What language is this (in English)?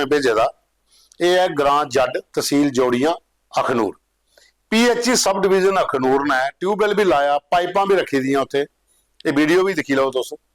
Dogri